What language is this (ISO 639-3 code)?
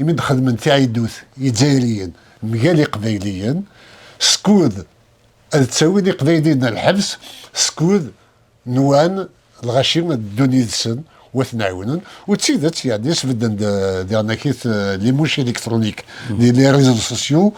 kab